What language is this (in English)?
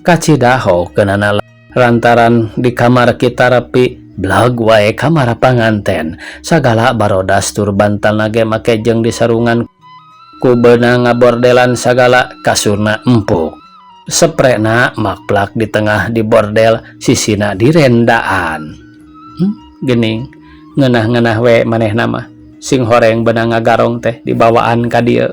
Sundanese